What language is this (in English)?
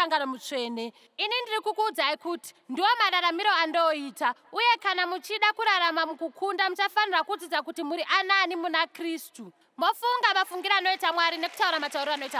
Shona